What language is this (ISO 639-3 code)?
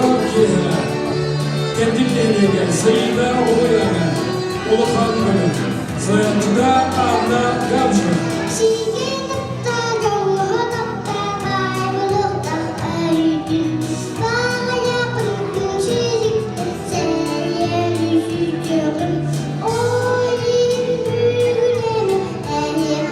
sah